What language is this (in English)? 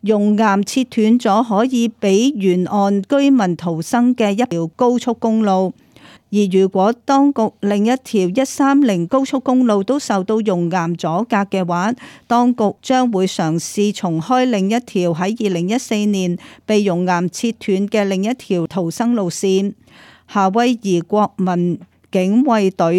Cantonese